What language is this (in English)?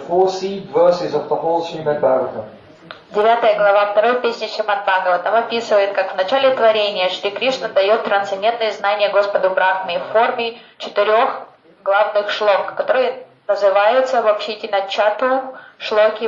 Russian